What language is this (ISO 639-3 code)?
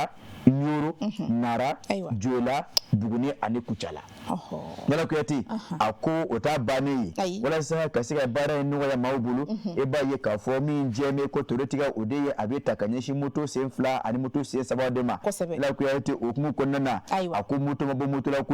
bam